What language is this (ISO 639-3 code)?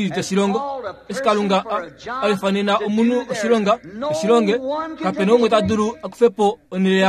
kua